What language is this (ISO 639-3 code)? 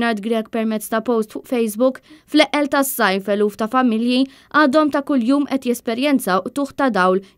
mlt